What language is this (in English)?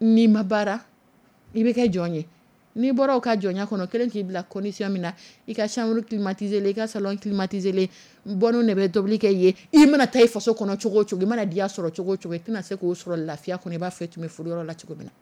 Dyula